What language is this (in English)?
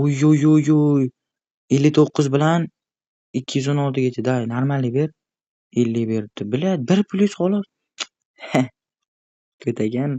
Uzbek